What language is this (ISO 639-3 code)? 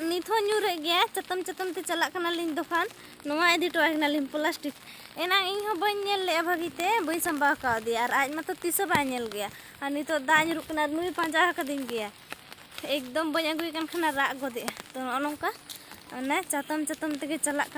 sat